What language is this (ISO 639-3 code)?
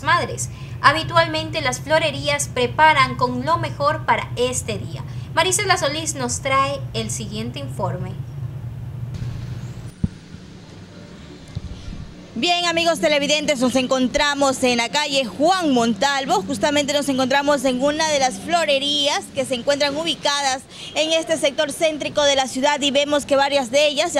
spa